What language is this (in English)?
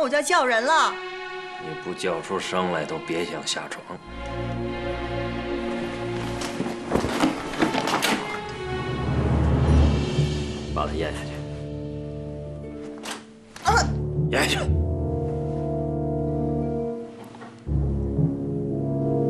Chinese